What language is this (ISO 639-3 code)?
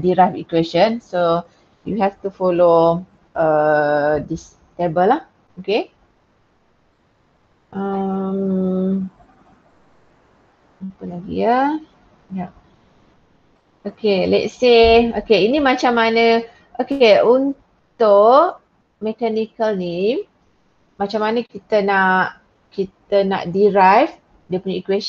msa